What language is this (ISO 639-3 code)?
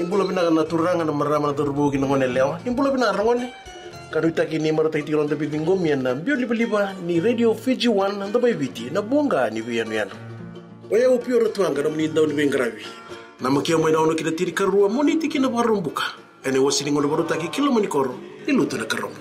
fij